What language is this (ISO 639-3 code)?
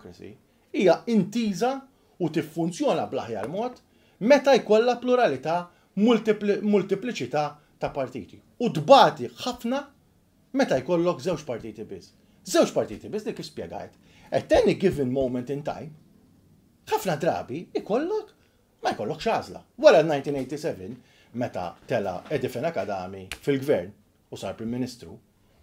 mlt